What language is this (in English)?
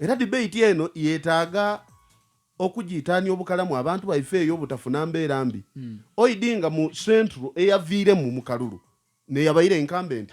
Ganda